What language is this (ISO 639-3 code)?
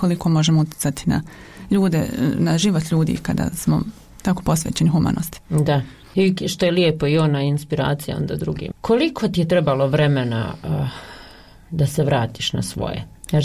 hrv